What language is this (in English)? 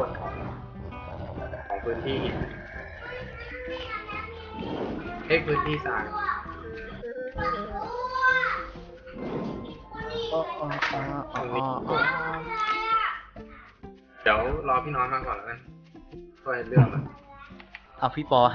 Thai